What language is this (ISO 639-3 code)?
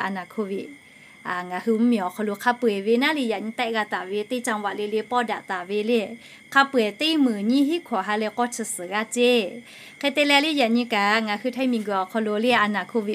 lhu